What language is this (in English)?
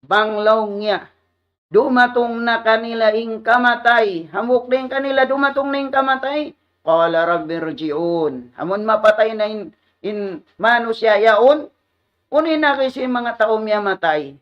Tausug